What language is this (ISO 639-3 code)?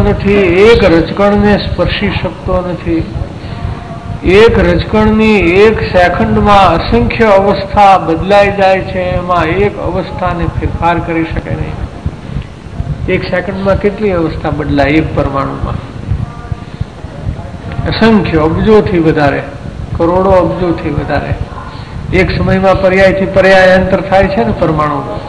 guj